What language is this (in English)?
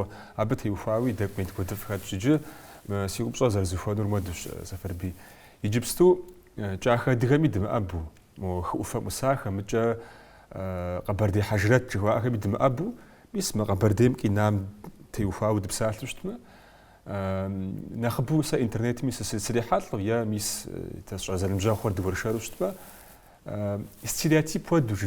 Kabardian